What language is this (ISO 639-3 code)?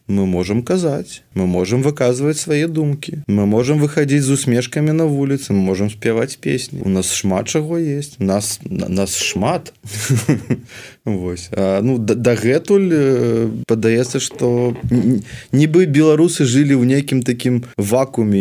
bel